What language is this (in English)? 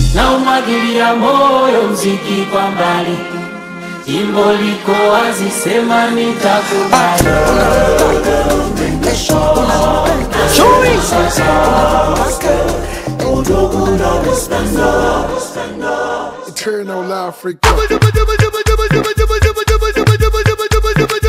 Swahili